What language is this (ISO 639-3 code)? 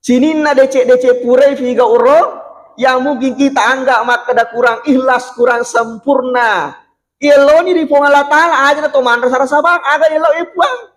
bug